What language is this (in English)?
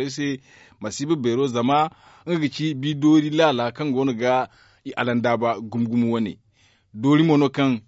Zarma